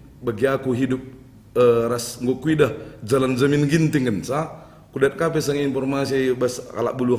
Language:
Batak Karo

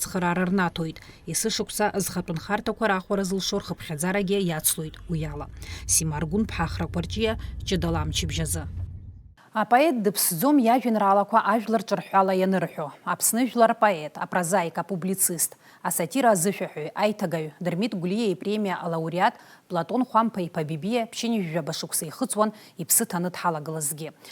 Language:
Abkhazian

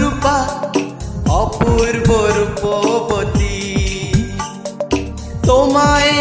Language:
Bangla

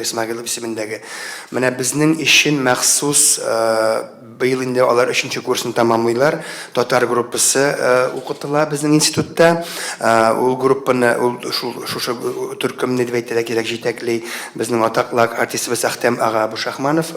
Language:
Tatar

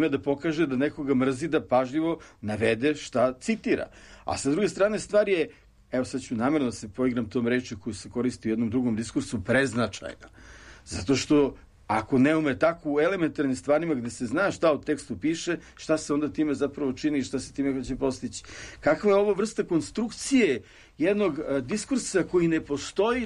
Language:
Serbian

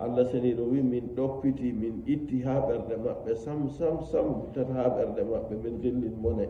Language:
Nigerian Fulfulde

